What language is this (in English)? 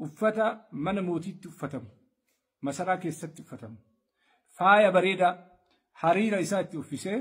Oromo